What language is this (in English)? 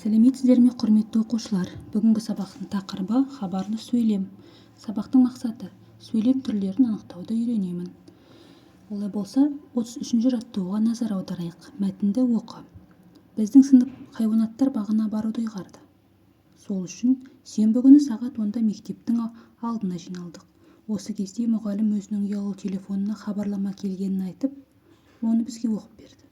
Kazakh